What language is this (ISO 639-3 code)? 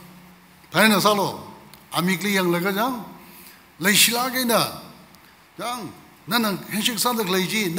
nmf